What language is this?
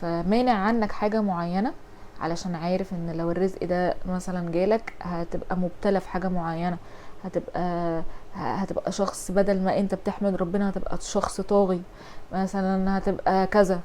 Egyptian Arabic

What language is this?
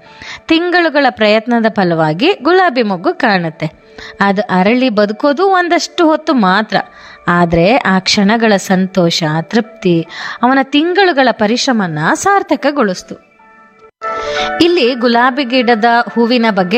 Kannada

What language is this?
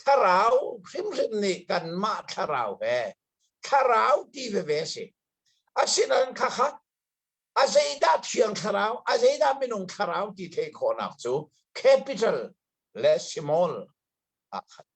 Hakha Chin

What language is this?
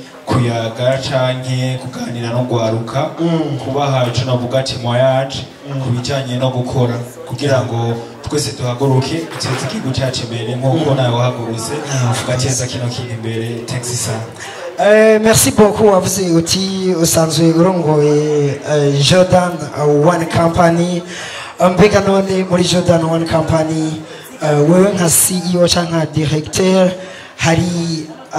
Rundi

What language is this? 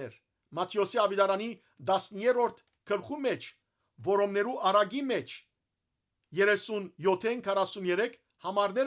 Western Armenian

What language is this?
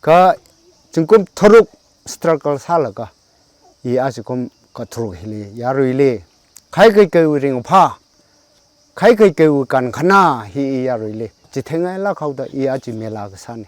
Tangkhul Naga (India)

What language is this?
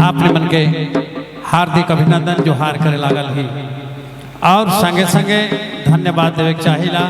Sadri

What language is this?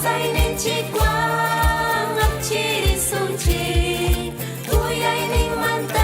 Ayacucho Quechua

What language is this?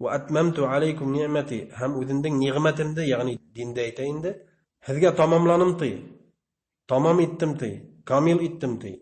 Bashkir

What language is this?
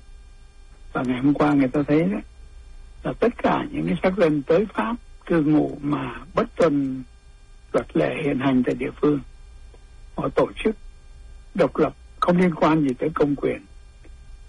Vietnamese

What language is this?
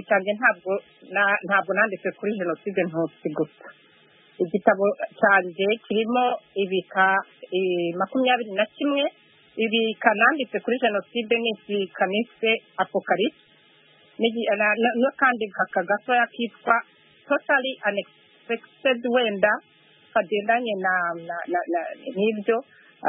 Kinyarwanda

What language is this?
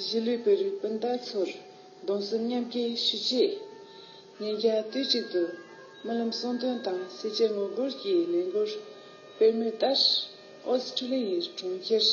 Tibetan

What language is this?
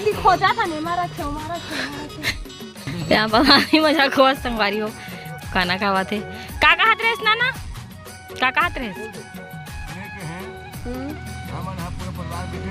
Chhattisgarhi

